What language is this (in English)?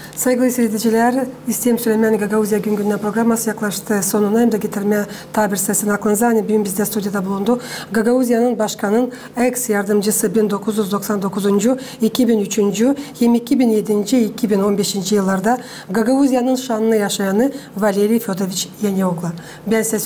Gagauz